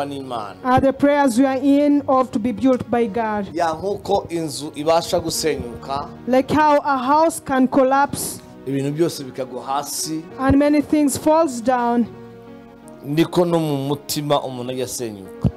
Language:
Kinyarwanda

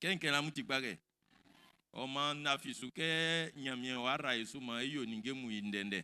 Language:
Baoulé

